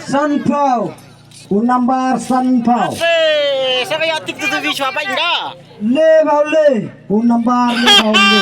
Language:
Khasi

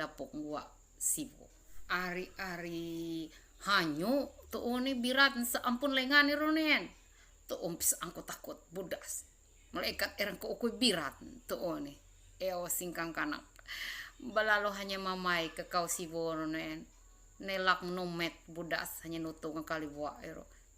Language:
Ma'anyan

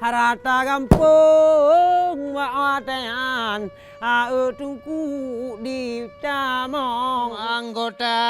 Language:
Achinese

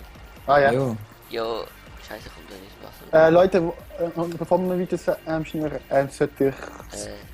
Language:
Swiss German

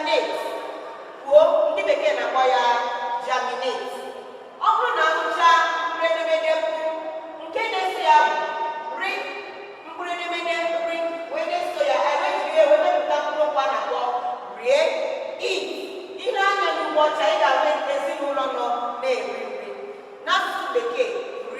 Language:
Igbo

